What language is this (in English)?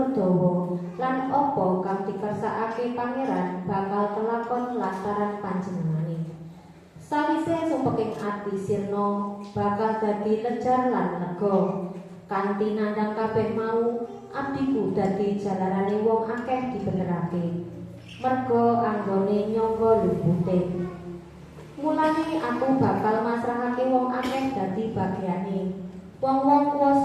Javanese